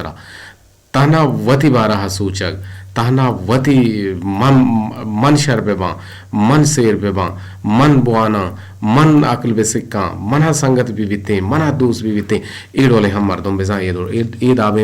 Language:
Eastern Balochi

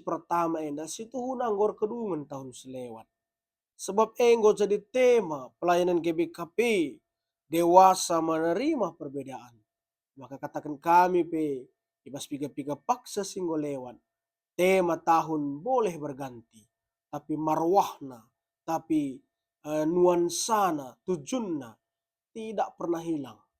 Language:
Batak Karo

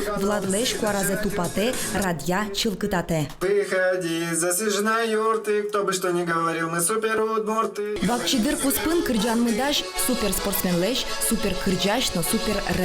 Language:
Udmurt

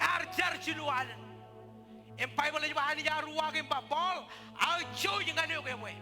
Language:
Marshallese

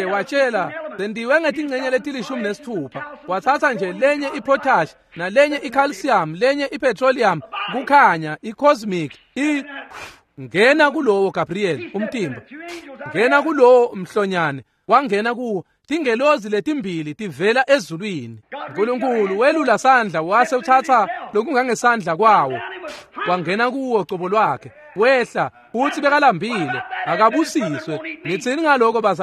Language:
Swati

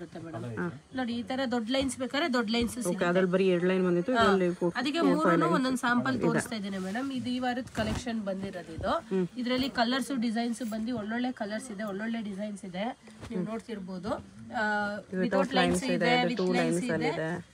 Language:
Kannada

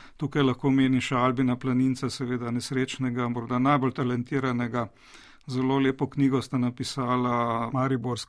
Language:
Slovenian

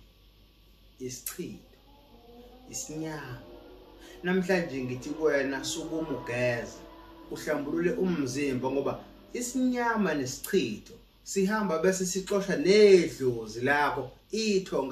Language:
Zulu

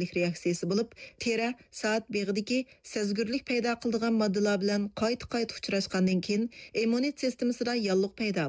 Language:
Uyghur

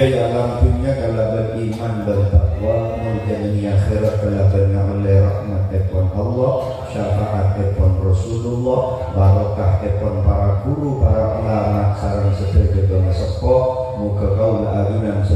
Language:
Madurese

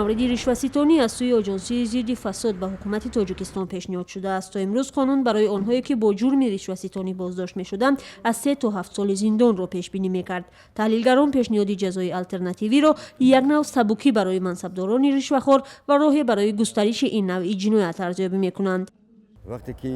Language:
Tajik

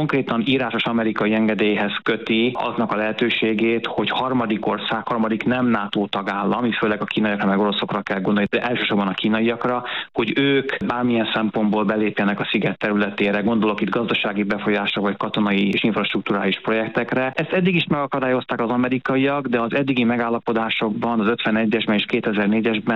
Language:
Hungarian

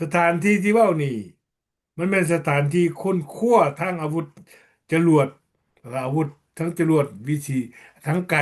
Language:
Lao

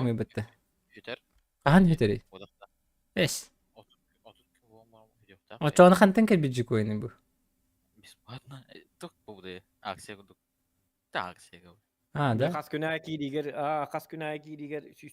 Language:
Yakut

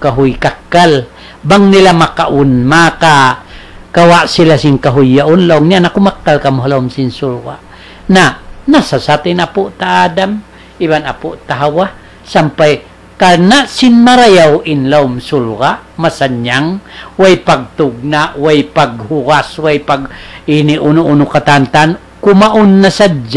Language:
Tausug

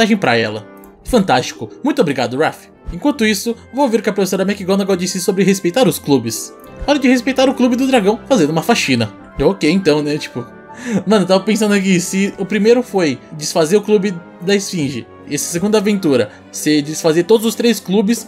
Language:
Portuguese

